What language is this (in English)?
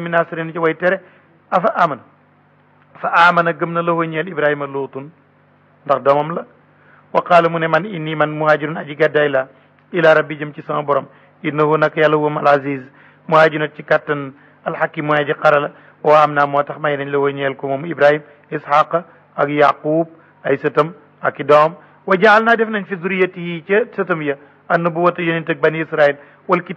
Wolof